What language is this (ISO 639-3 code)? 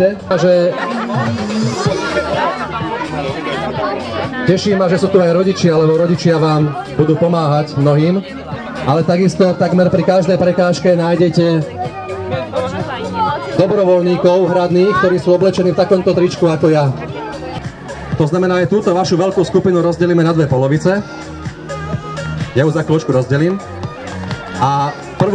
slk